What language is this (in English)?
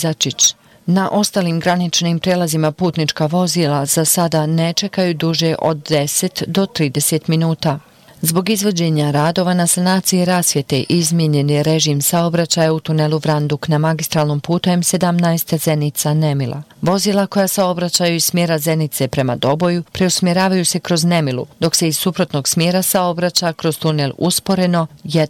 Bosnian